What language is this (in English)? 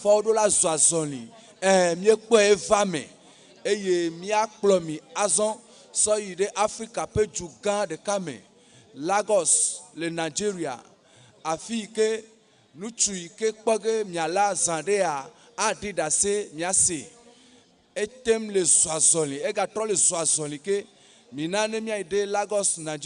Ewe